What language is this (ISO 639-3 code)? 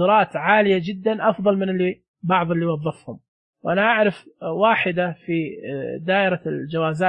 ars